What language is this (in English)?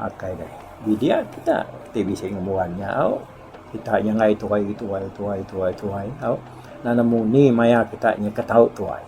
Iban